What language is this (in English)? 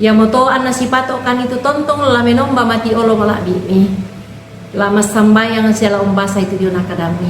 Toraja-Sa'dan